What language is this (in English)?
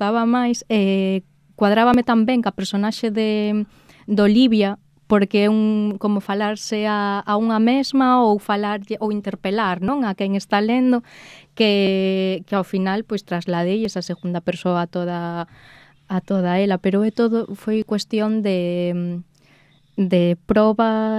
Galician